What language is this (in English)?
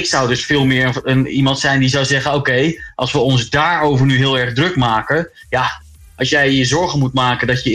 Dutch